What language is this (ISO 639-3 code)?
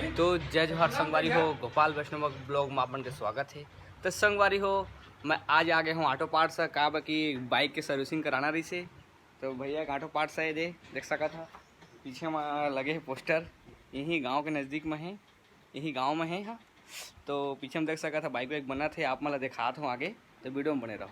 hne